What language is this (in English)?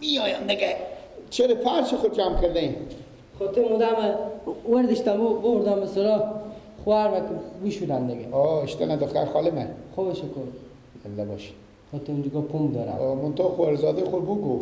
Persian